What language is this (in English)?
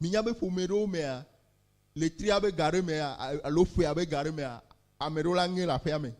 Ewe